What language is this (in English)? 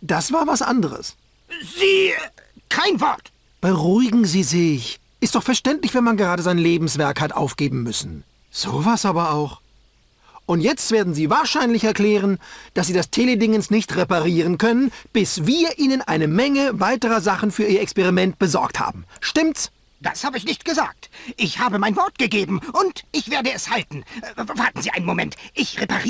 Bavarian